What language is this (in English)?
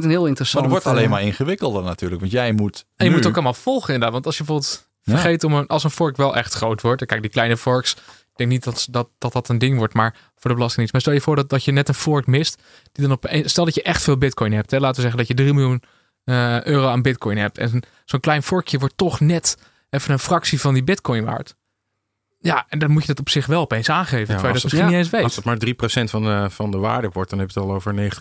Dutch